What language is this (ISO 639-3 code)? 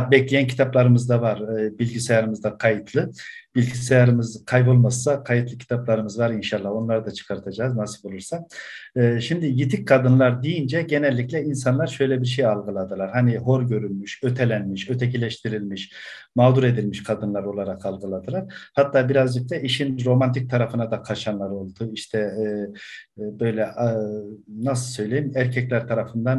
tur